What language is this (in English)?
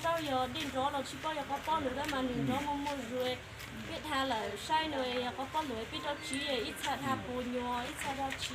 Hmong